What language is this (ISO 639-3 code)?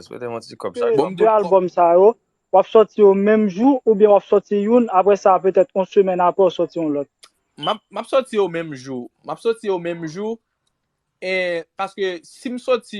hat